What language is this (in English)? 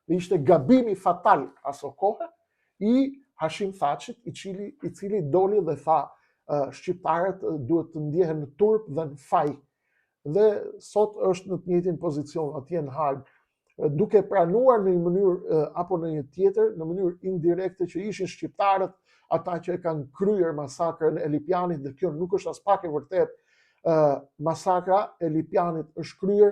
Albanian